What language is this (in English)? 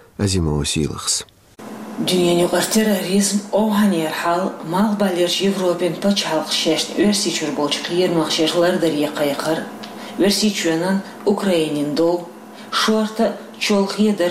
Chechen